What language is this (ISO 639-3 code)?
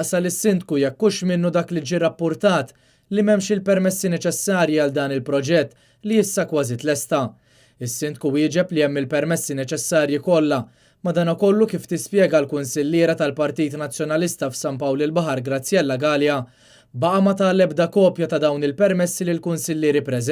mlt